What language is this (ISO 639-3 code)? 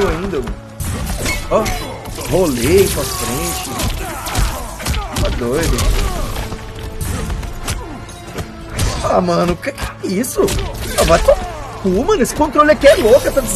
por